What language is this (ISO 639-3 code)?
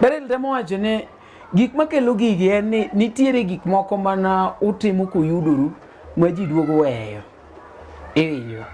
luo